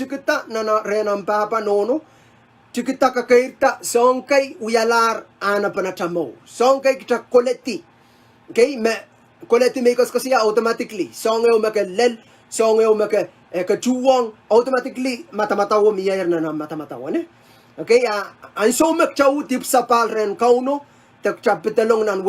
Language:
Pohnpeian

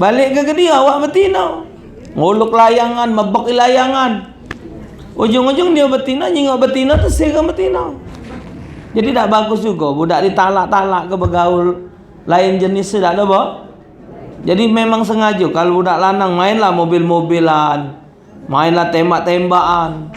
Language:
Musi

